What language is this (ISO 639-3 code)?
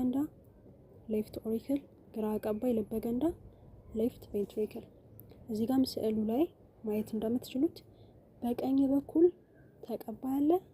amh